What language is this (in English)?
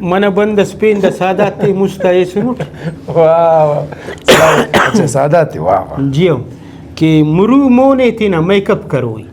Brahui